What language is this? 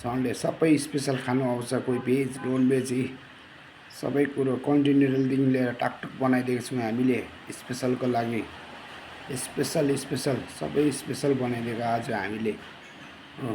Nepali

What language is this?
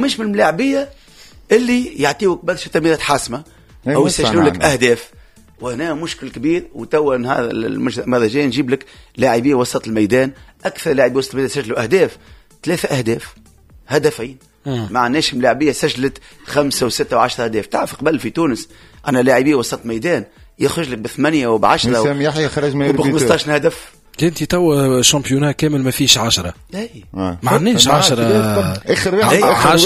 Tunisian Arabic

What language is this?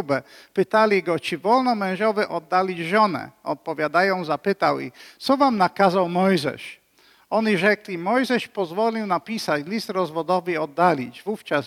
Polish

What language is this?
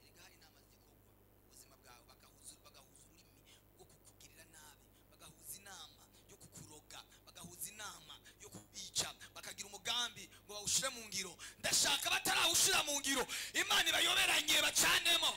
Rundi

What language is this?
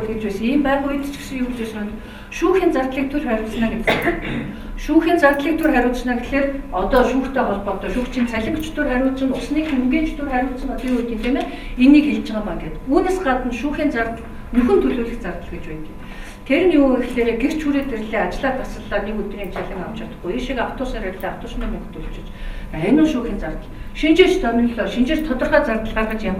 Mongolian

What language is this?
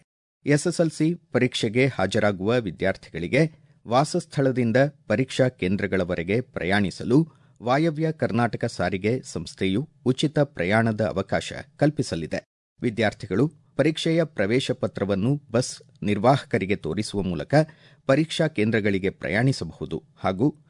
Kannada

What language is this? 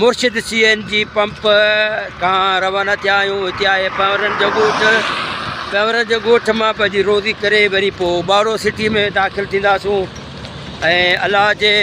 Sindhi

